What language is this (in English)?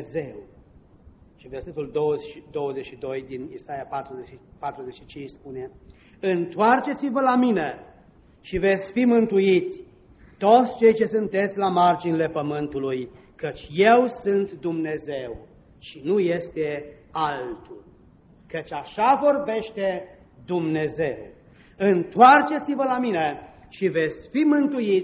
Romanian